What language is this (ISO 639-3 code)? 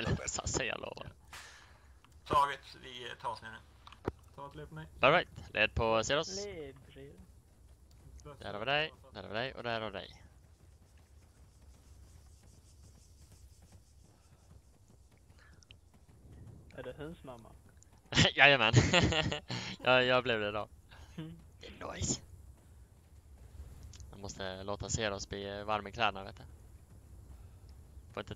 swe